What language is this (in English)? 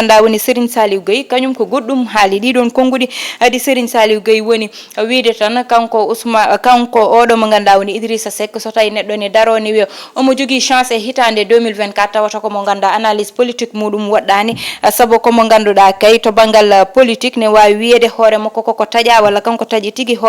Fula